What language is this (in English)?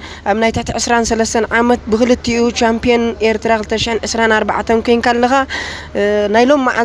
Tigrinya